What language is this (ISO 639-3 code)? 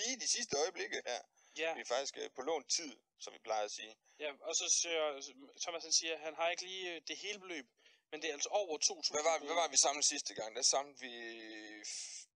dan